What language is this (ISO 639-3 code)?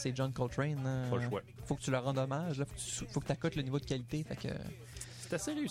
fra